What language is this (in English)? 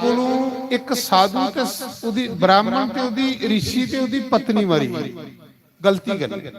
Dogri